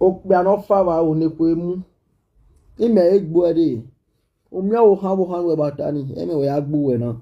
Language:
Nigerian Pidgin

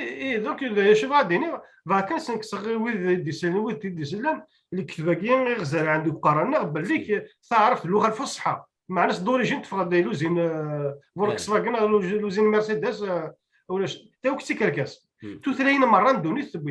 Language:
Kabyle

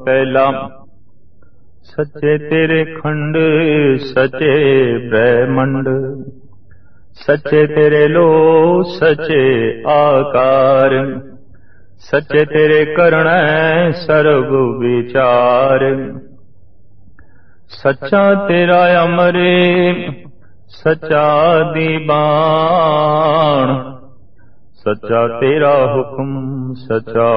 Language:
Punjabi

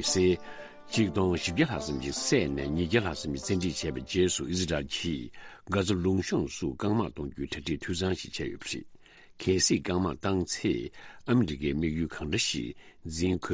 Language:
Tibetan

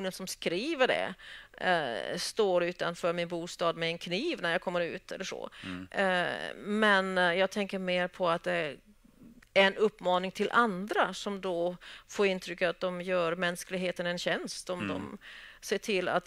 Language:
Swedish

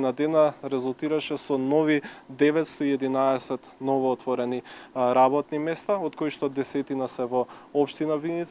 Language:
Macedonian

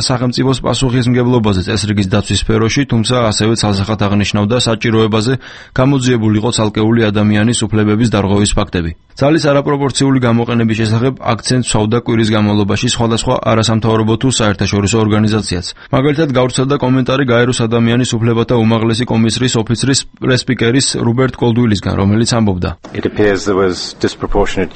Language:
Georgian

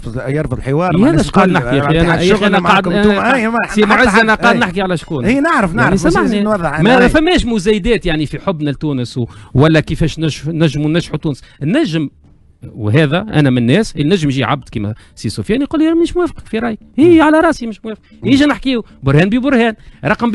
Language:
Tunisian Arabic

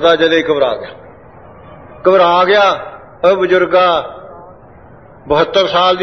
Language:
Punjabi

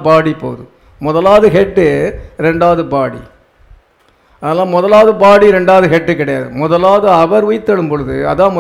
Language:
Tamil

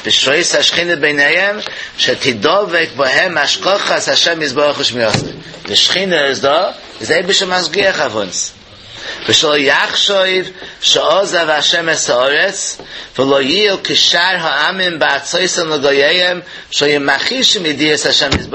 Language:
Yiddish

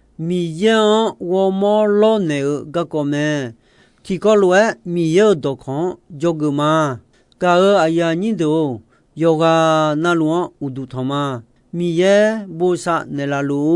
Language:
Akha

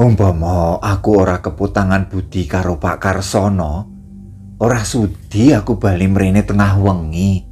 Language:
Javanese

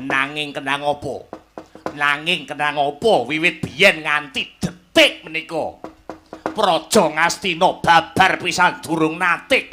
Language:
Javanese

